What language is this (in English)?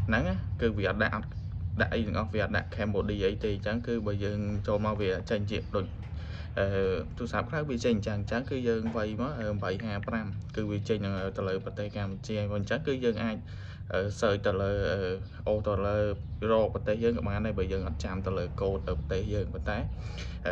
Khmer